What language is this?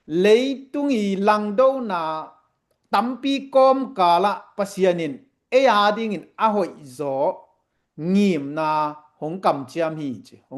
Tedim Chin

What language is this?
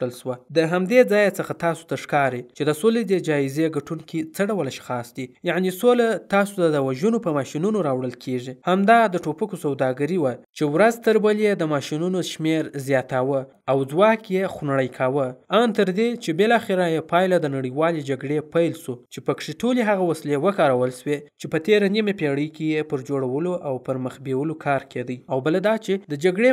Pashto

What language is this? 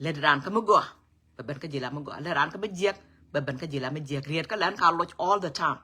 Nuer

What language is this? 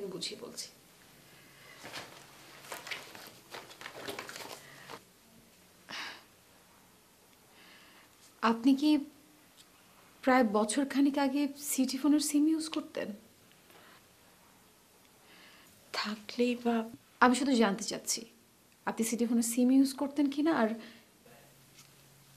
Bangla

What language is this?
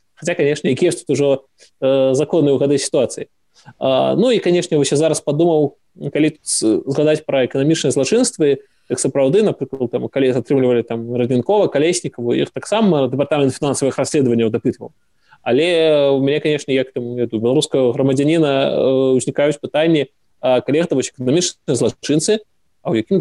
Belarusian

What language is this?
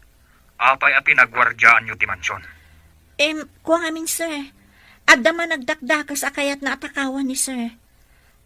Iloko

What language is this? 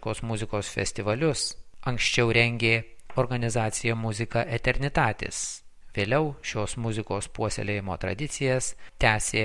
Lithuanian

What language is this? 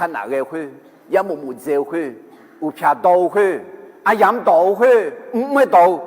Akha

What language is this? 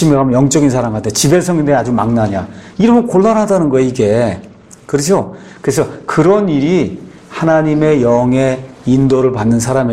Korean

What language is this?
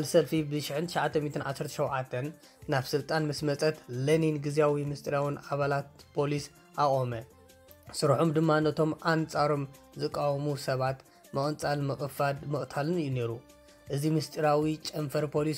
Tigrinya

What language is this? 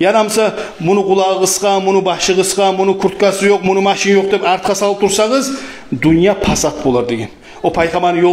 Kumyk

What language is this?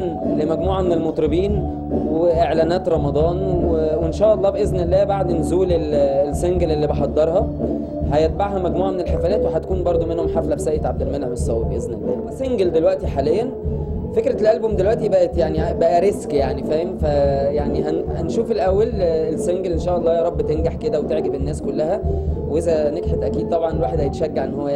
Egyptian Arabic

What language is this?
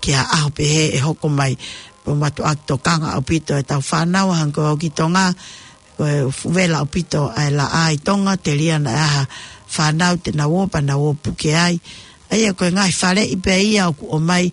Tongan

